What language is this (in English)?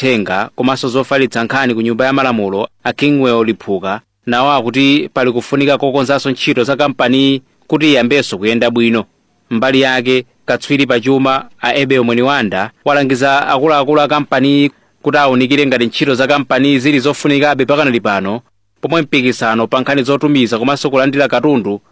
Nyanja